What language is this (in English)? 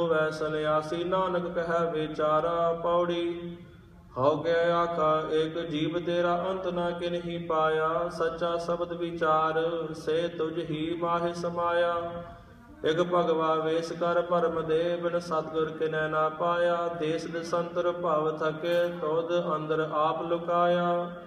Punjabi